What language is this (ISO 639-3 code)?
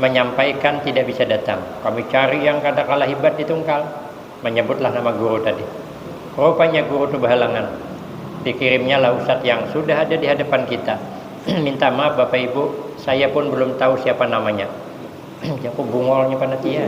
bjn